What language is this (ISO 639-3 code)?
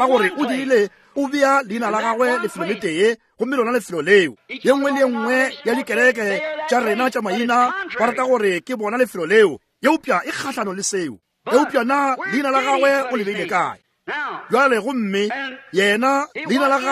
nso